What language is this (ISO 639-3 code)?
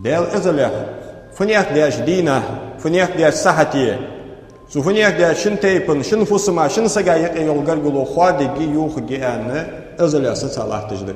inh